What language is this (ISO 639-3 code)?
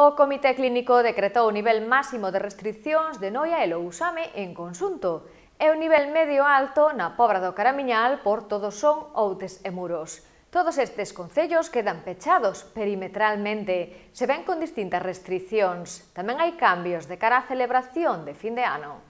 glg